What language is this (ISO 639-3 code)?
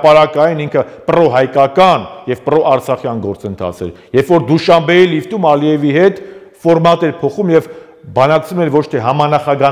hye